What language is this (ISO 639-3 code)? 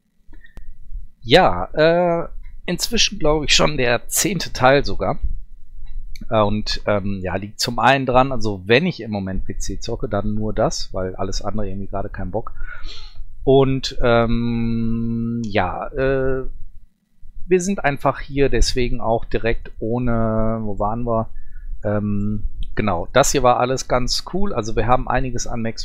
deu